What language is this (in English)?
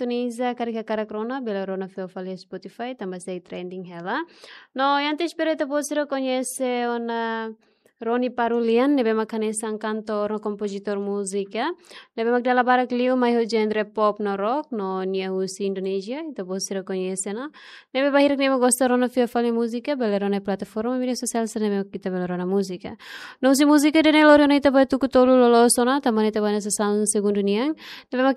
Tetum